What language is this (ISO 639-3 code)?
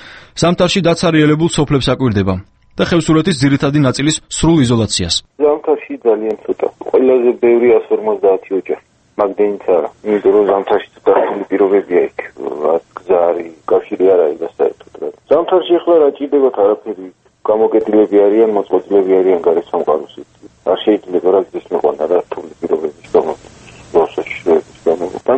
kat